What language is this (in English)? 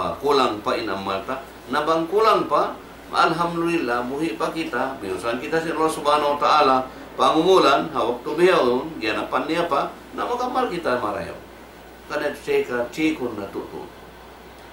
Tausug